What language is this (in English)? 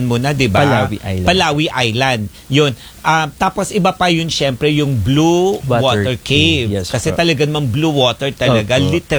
Filipino